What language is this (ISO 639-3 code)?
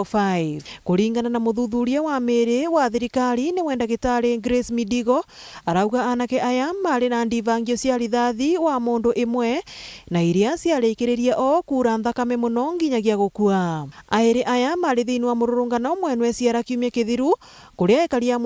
mer